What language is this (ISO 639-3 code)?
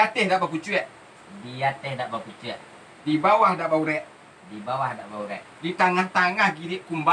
min